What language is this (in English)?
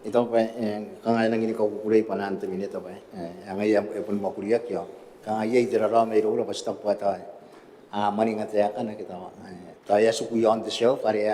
Gilbertese